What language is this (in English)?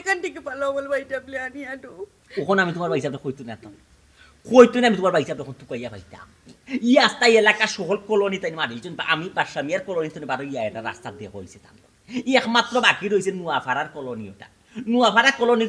Sylheti